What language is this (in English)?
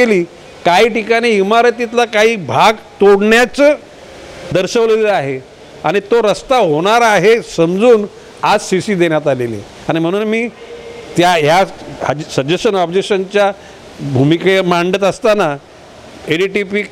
Marathi